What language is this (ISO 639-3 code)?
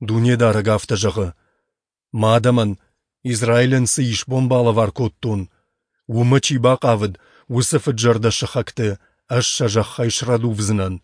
oss